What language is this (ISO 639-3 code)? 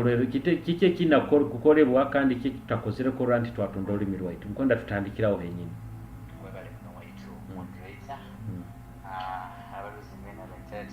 nyo